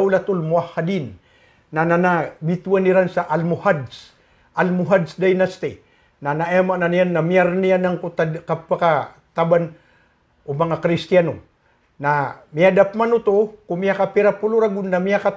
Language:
Maranao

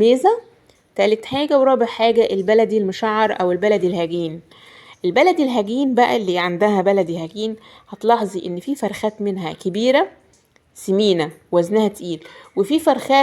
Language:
Egyptian Arabic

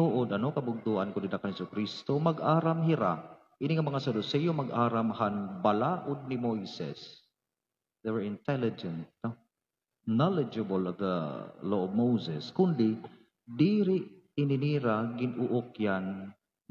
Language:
Waray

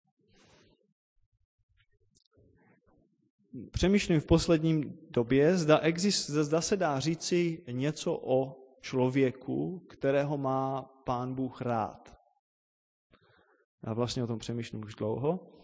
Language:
Czech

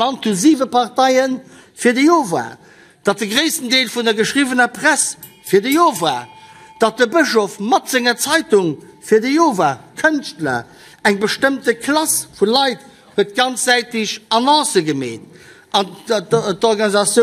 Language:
Luxembourgish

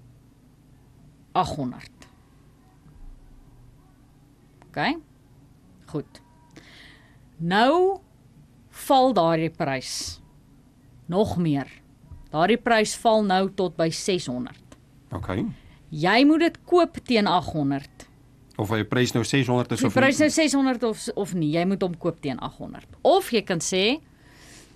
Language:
Afrikaans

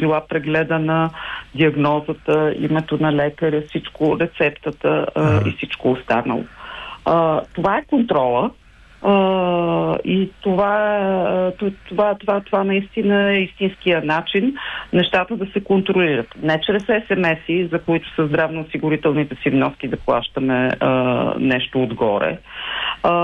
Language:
Bulgarian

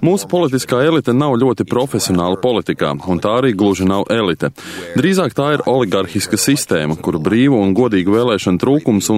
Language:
Latvian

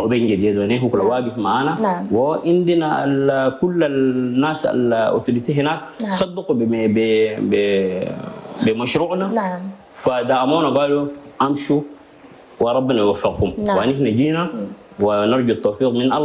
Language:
Chadian Arabic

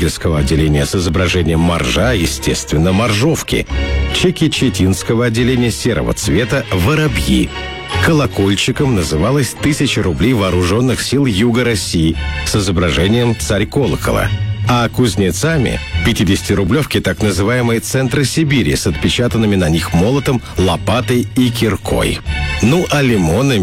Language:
Russian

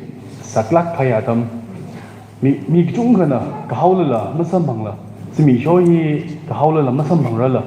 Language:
Tangkhul Naga (India)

